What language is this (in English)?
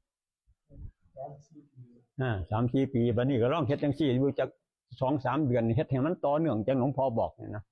Northeastern Thai